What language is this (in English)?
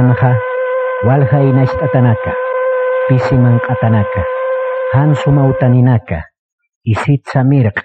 Aymara